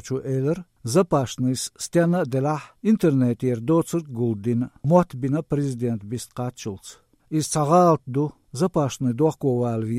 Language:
Chechen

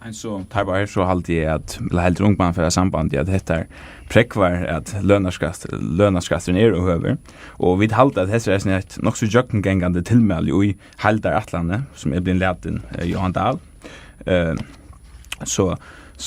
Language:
Faroese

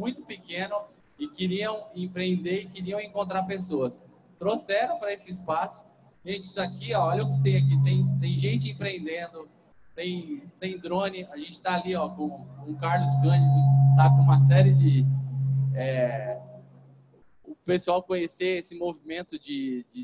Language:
Portuguese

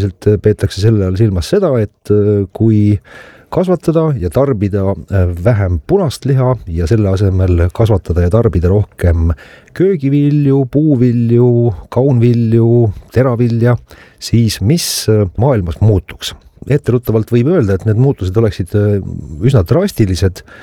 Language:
Estonian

